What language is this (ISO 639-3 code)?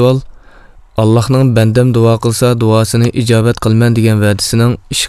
uig